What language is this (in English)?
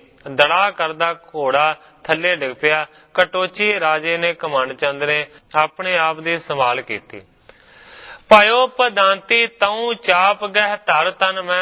Punjabi